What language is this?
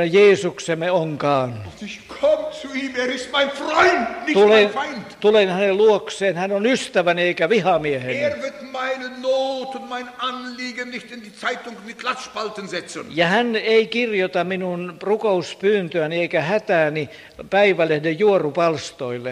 Finnish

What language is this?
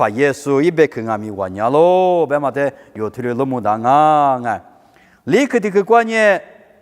Lisu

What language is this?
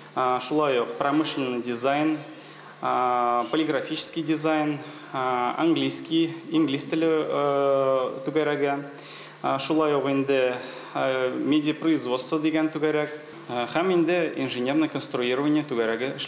Tatar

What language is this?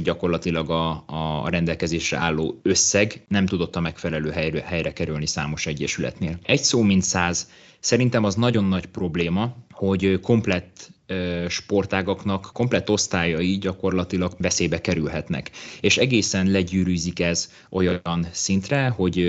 Hungarian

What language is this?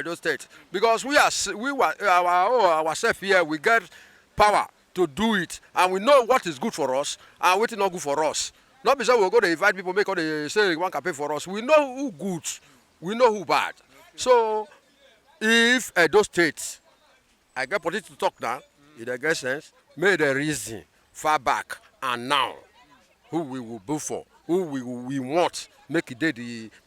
Nigerian Pidgin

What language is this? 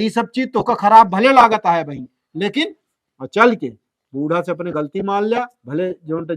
Awadhi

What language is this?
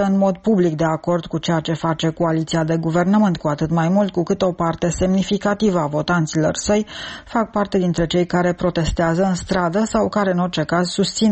Romanian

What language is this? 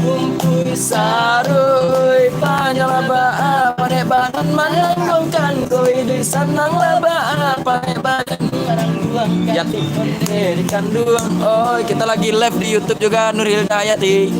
Minangkabau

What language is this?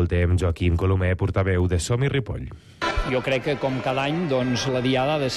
Catalan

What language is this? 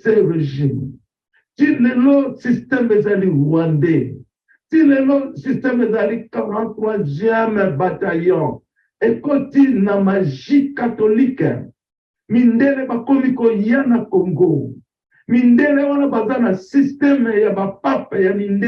Lingala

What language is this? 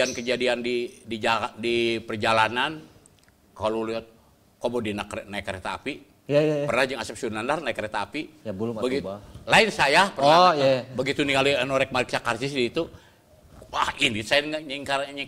Sundanese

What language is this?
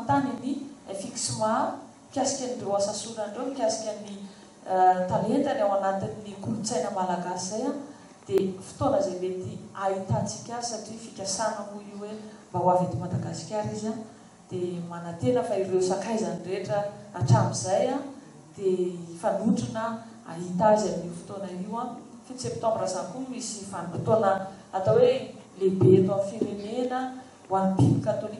Malagasy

